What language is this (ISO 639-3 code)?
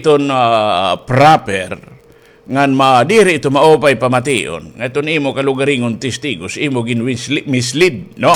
war